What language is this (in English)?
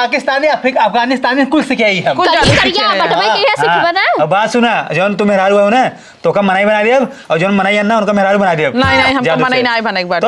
Awadhi